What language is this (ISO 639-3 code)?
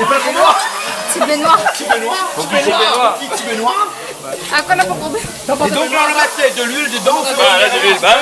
rcf